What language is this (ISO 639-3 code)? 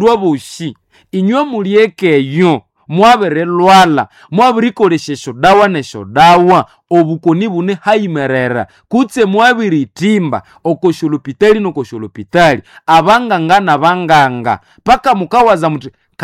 nnb